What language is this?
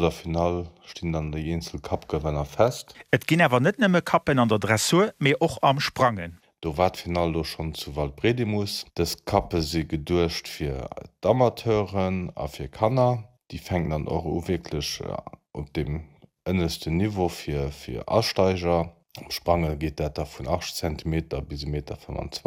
Luxembourgish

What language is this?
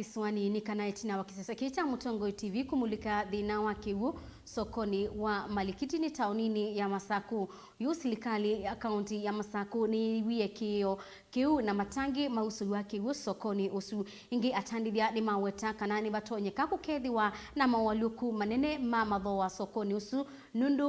Kamba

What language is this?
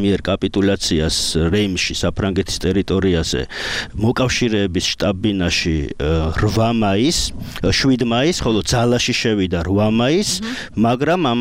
Georgian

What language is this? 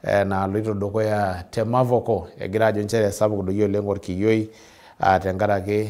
Masai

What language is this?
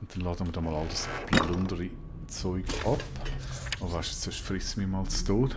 Swiss German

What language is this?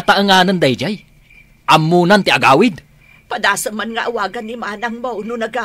Iloko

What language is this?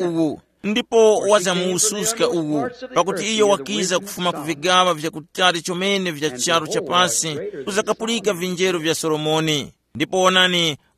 Tumbuka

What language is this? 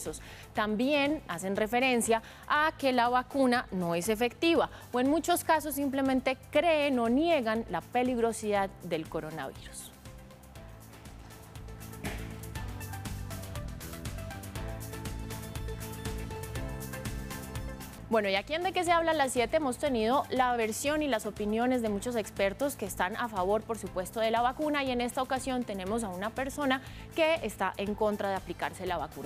Spanish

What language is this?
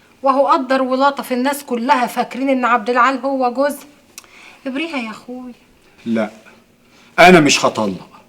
Egyptian Arabic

